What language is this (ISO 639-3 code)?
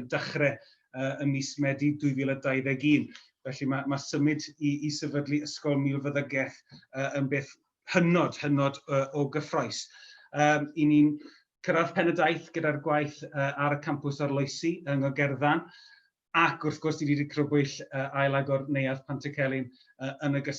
cym